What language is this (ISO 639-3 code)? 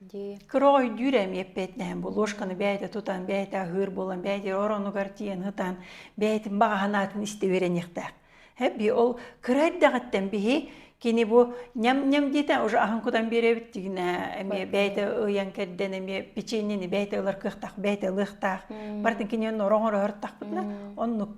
sah